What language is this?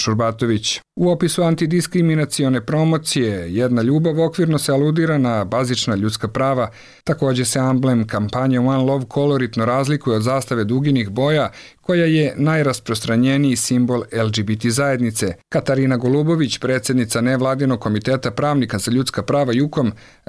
Serbian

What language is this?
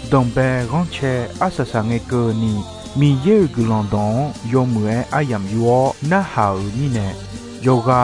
Akha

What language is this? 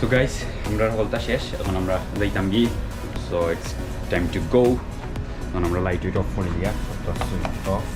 Sylheti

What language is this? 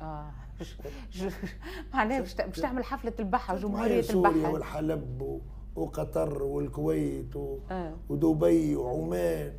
Tunisian Arabic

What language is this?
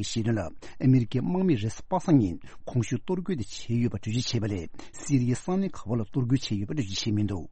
Tibetan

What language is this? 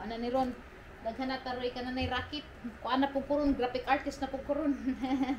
Cebuano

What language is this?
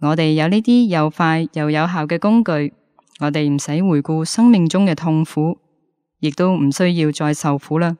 Cantonese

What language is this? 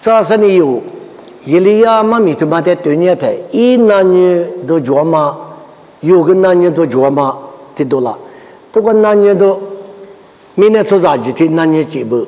Lisu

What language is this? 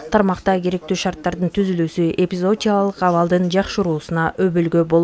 Kyrgyz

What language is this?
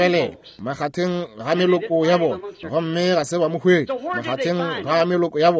Northern Sotho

